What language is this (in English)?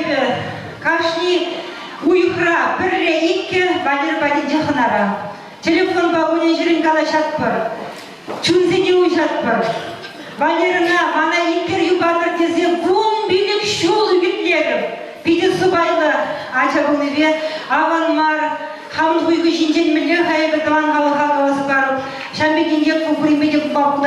Chuvash